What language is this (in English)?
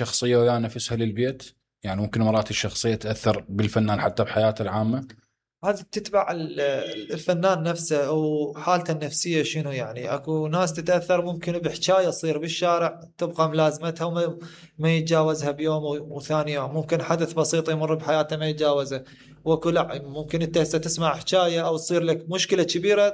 Mesopotamian Arabic